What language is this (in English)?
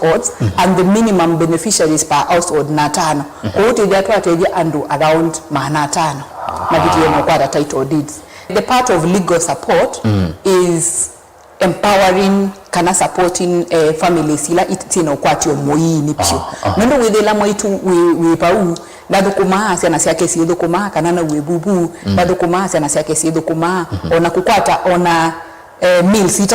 Kamba